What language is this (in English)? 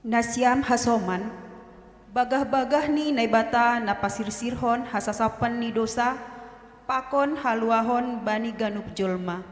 Batak Simalungun